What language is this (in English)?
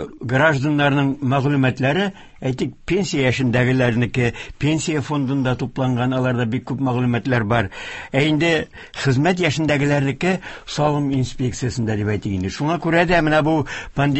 Tatar